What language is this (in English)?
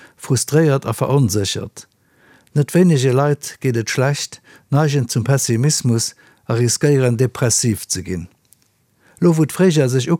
Luxembourgish